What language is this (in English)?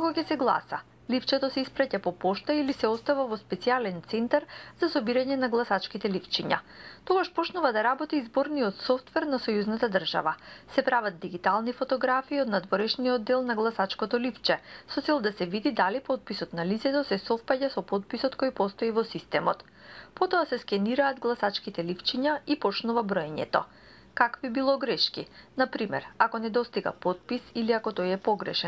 Macedonian